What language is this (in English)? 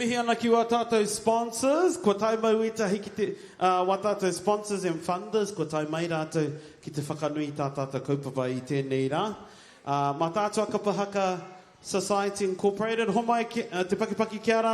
Māori